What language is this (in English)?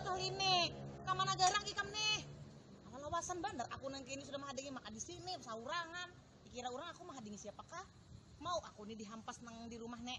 Banjar